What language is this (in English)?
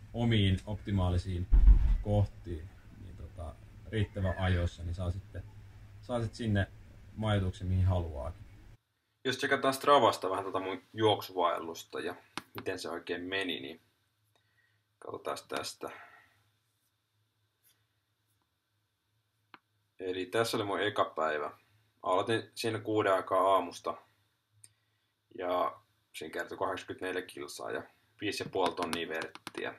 Finnish